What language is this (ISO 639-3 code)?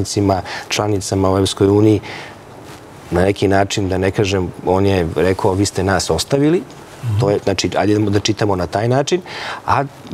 srp